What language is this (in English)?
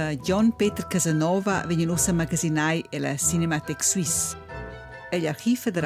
Romansh